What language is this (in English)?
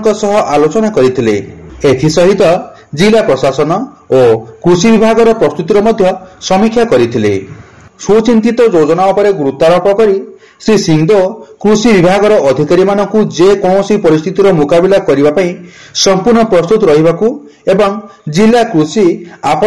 Odia